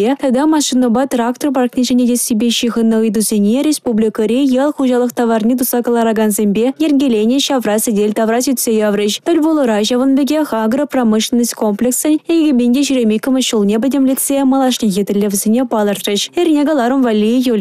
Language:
Chuvash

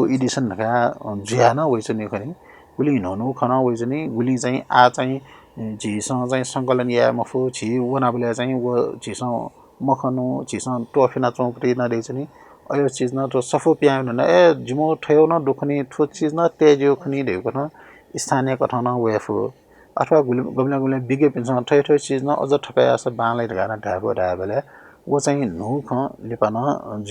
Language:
Newari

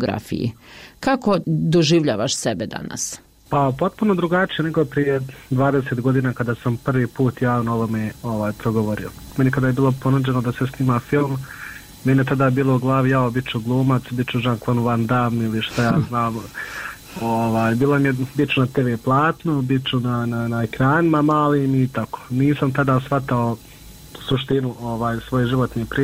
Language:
Bosnian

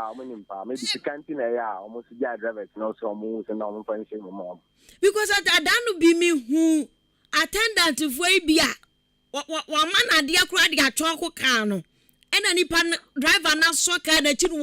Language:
Akan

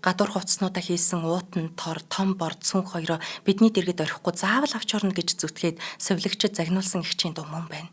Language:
Mongolian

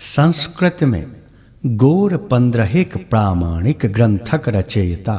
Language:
Maithili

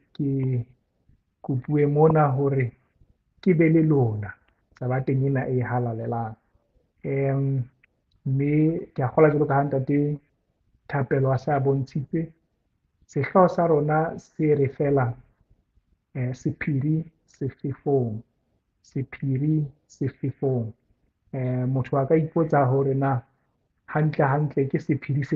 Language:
Southern Sotho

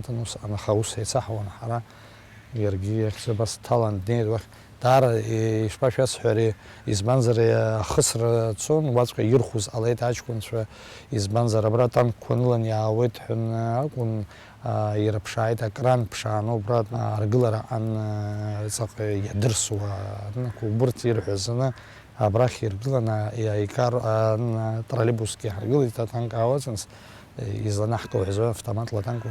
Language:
Abkhazian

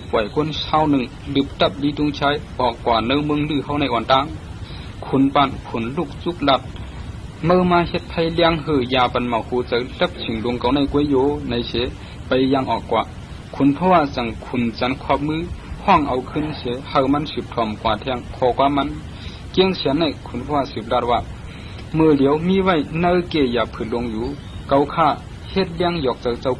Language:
Shan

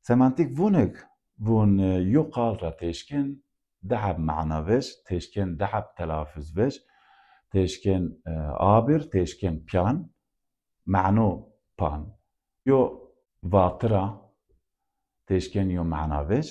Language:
Zaza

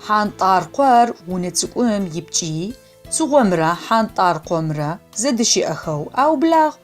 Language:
Adyghe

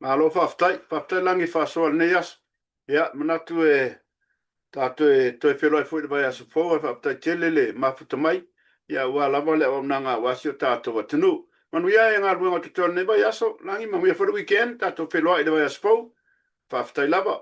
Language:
Samoan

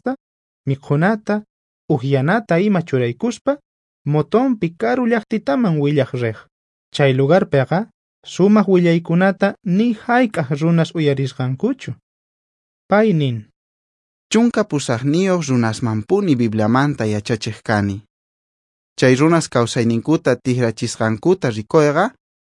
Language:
South Bolivian Quechua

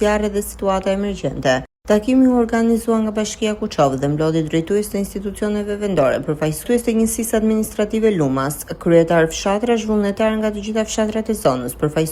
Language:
Albanian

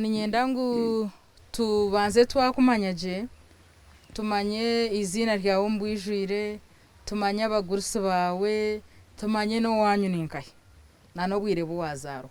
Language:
Nyankole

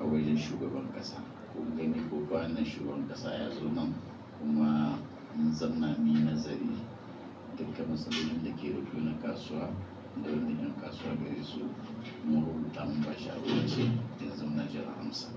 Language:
Hausa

